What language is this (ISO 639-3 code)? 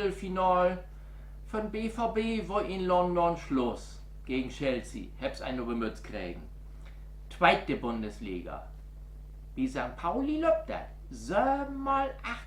nds